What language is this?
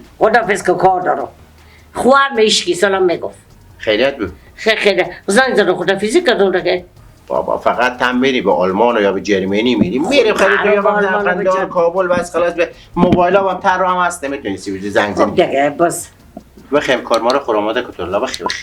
Persian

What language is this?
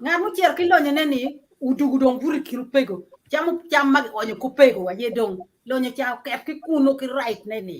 Acoli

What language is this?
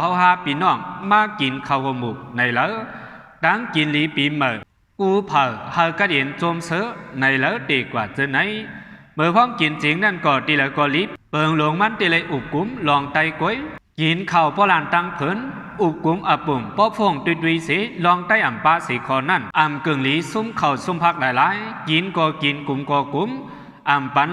Shan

